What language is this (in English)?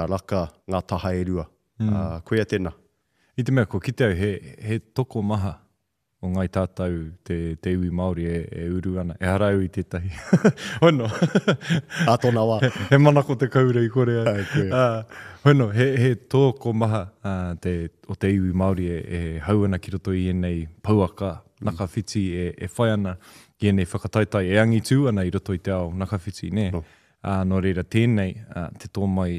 Māori